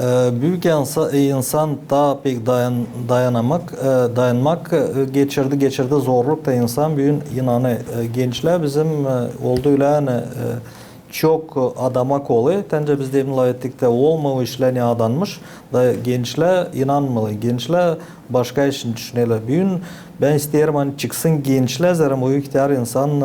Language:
Gagauz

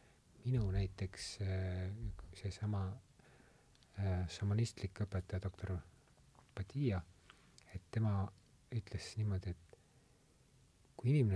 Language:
Estonian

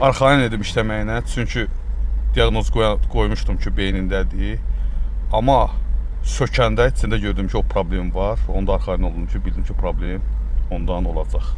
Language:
Azerbaijani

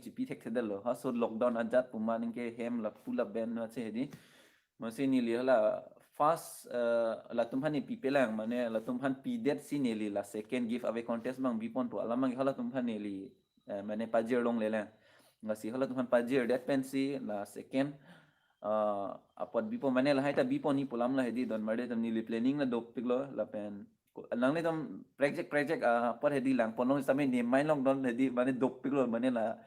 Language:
Karbi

